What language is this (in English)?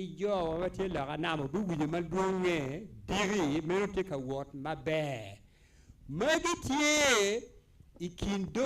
Acoli